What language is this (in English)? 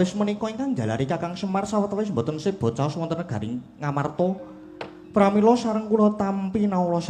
Javanese